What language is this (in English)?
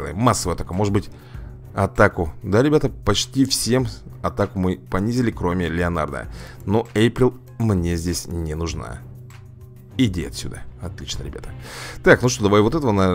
Russian